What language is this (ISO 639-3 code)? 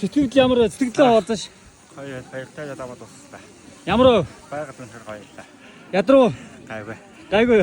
mon